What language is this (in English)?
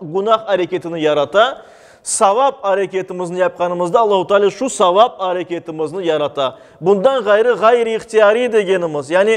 Crimean Tatar